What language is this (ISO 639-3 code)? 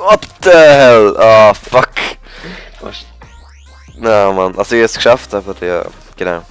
gsw